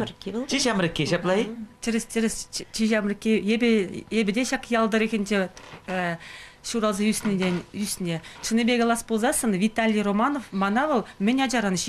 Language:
Chuvash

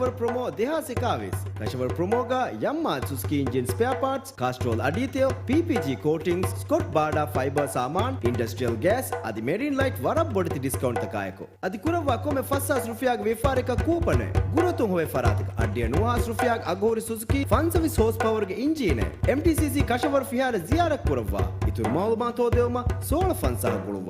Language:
Divehi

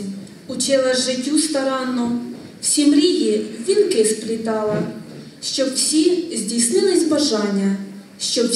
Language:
Ukrainian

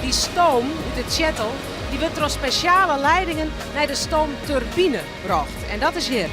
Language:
Western Frisian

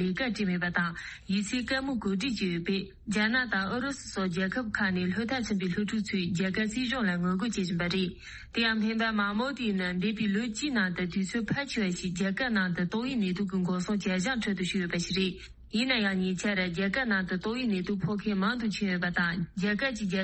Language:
Tibetan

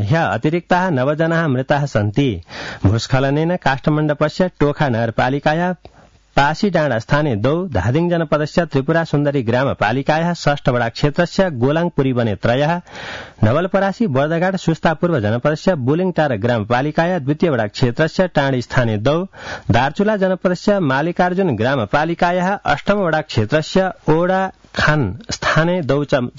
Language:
Sanskrit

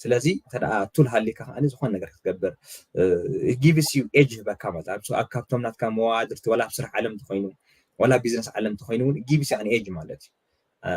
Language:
Tigrinya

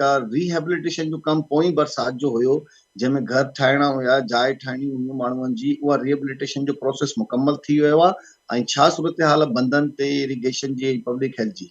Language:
Sindhi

